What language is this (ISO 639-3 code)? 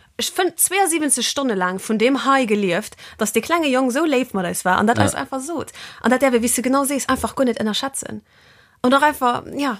ltz